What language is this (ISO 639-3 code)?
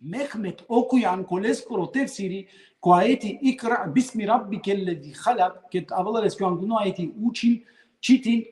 rmn